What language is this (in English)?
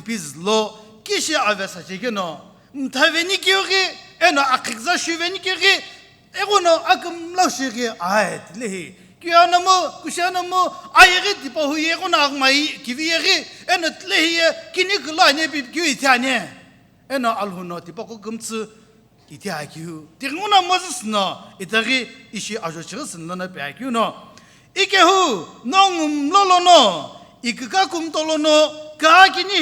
Sumi Naga